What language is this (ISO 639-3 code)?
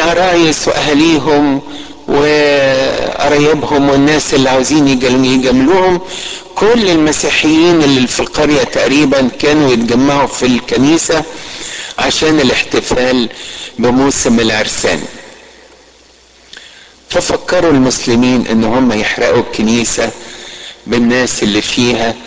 arz